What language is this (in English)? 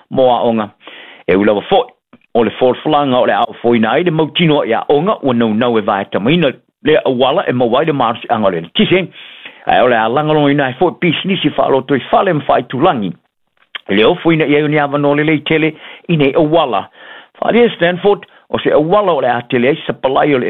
Samoan